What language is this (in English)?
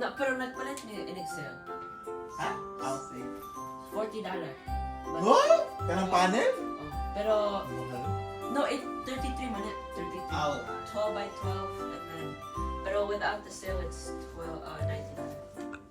Cebuano